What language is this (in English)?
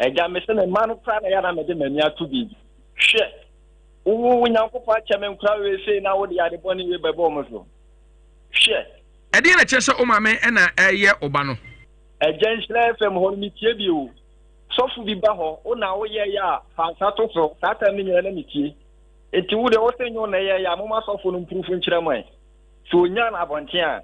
Akan